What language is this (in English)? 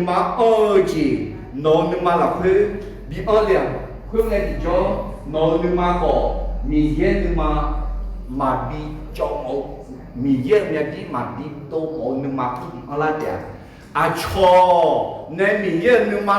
Akha